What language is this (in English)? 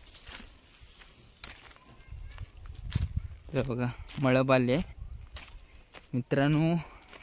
Marathi